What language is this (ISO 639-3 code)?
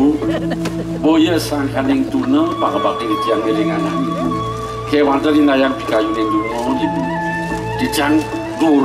ban